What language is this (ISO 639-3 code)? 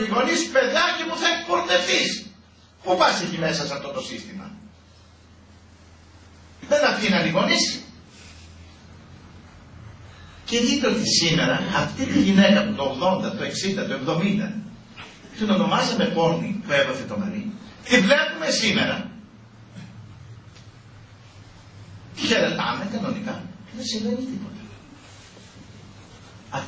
ell